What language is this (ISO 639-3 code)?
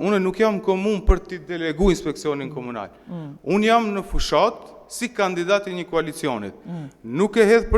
sqi